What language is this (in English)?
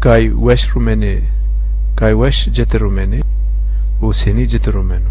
Zaza